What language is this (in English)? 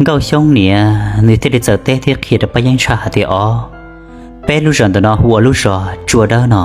Hmong